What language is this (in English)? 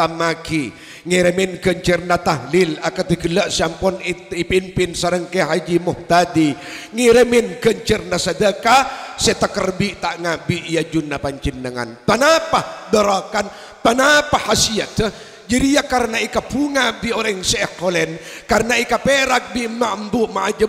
Madurese